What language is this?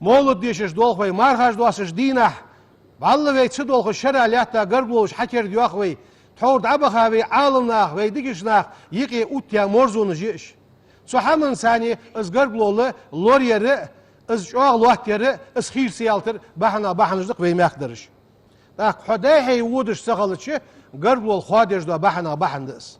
Ingush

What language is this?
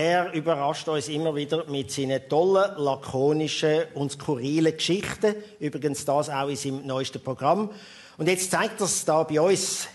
German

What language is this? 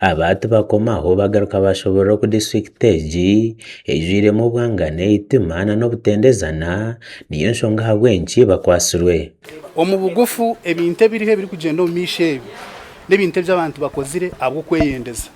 Nyankole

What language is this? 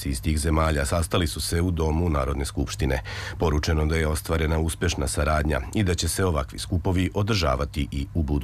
Serbian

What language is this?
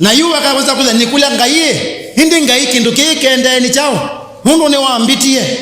Kamba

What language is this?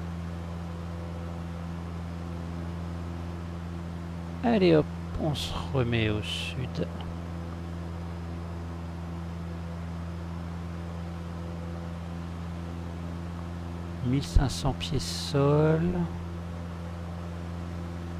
French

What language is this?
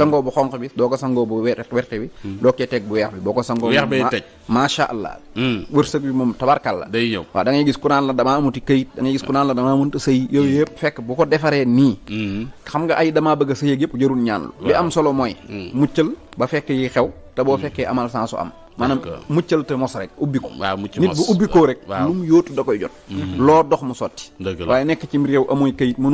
Wolof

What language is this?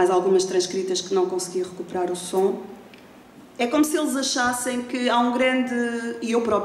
Portuguese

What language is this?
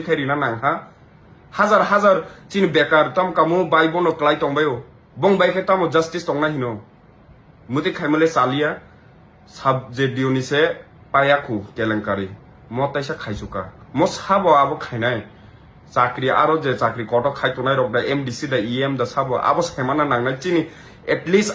Kok Borok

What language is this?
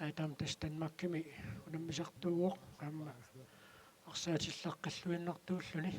Kalaallisut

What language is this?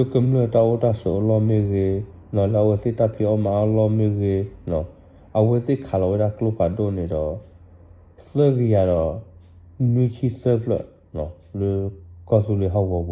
S'gaw Karen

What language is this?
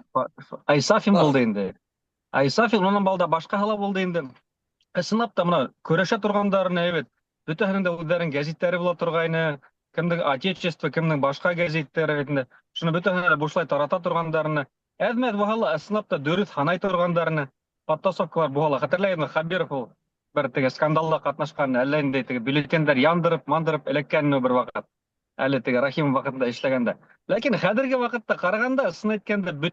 Bashkir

